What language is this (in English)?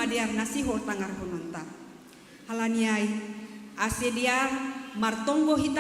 Batak Simalungun